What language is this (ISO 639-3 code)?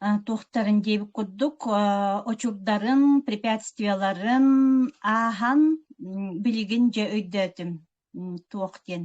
sah